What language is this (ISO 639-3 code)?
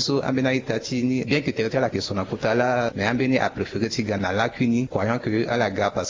sag